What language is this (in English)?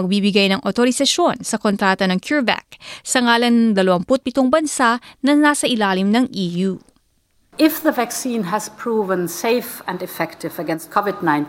Filipino